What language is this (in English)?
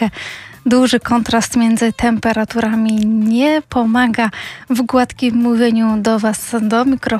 Polish